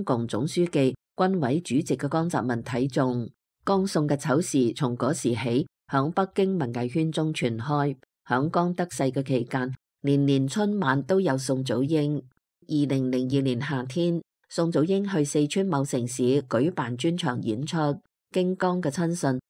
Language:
Cantonese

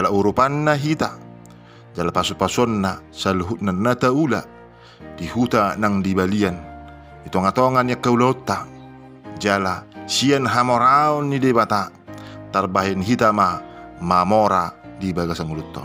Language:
Batak Toba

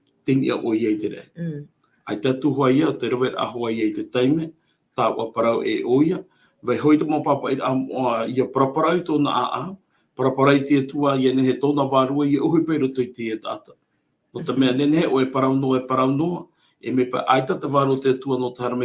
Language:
Tahitian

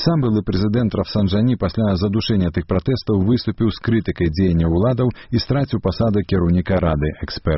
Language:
Belarusian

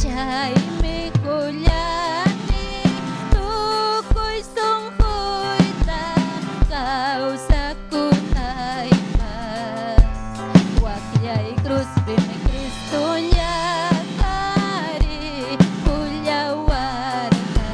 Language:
Ayacucho Quechua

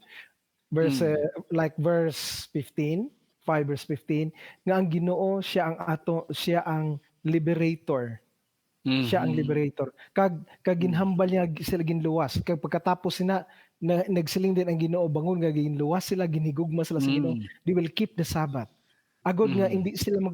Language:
Hiligaynon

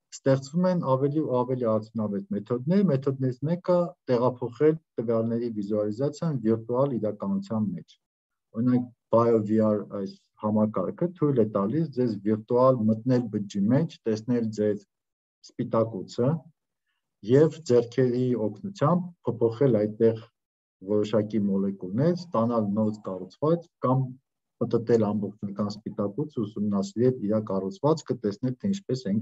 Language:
Armenian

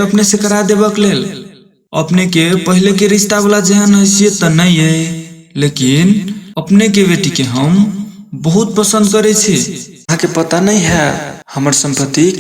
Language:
Maithili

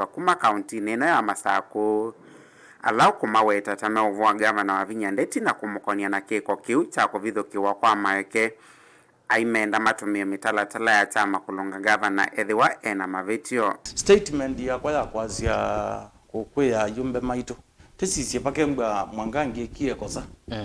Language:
Kamba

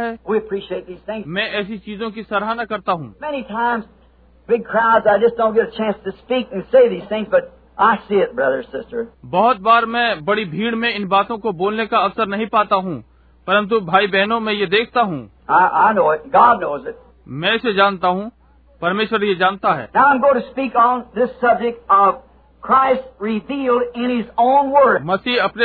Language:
Hindi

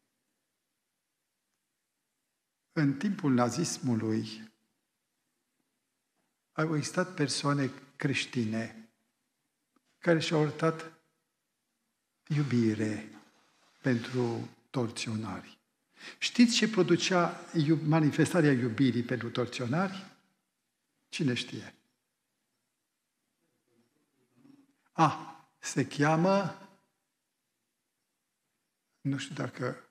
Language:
Romanian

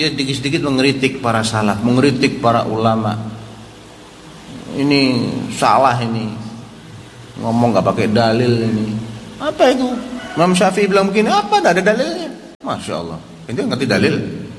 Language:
Indonesian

